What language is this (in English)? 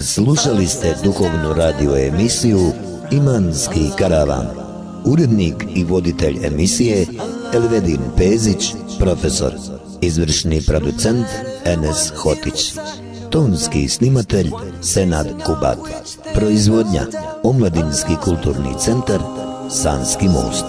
Bosnian